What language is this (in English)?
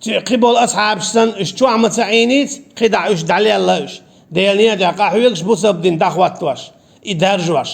Chechen